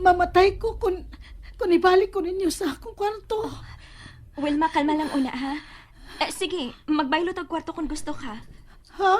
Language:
Cebuano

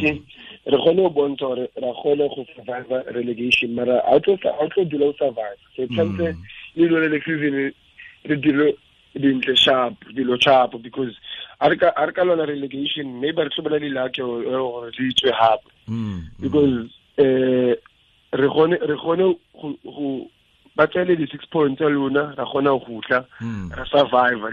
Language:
Tswana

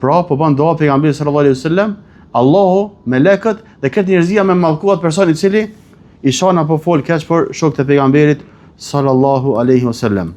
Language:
Albanian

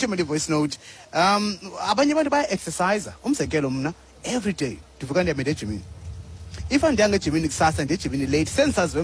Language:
Xhosa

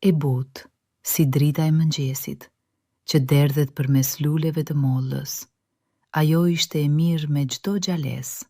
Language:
Albanian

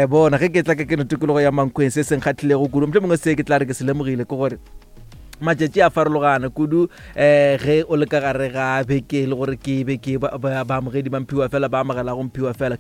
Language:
Northern Sotho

